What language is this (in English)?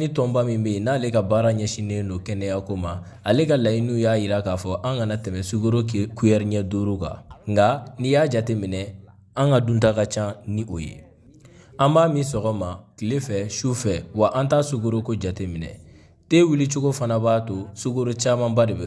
Bambara